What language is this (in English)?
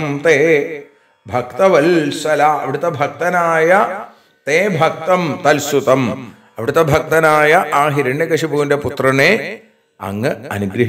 Malayalam